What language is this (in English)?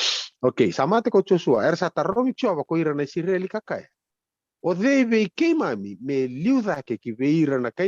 Fijian